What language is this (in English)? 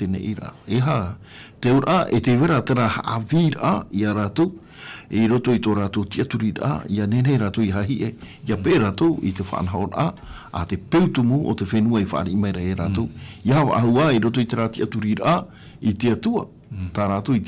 Tahitian